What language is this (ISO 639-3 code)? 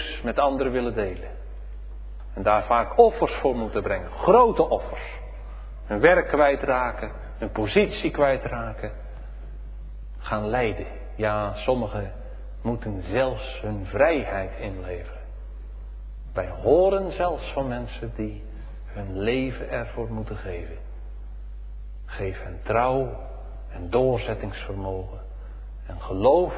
nld